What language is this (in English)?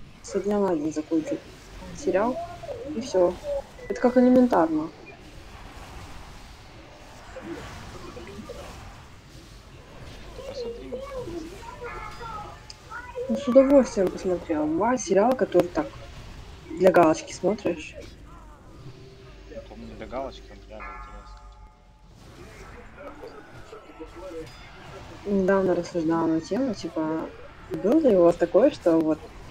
Russian